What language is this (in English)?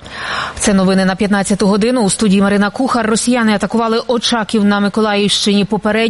Ukrainian